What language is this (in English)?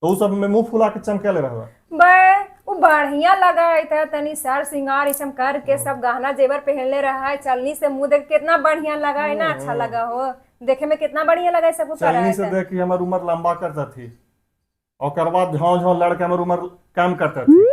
Magahi